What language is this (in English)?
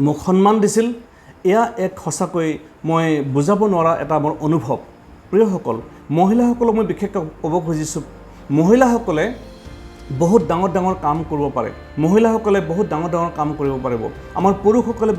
Assamese